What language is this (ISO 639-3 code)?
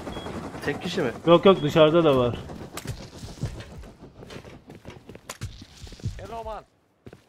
tur